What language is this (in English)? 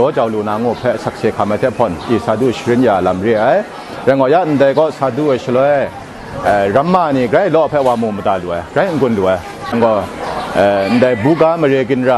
Kachin